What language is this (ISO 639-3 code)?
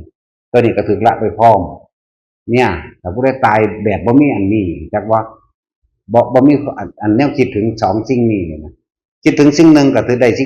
tts